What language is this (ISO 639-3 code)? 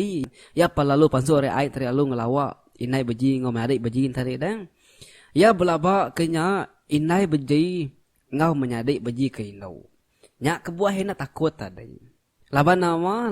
iba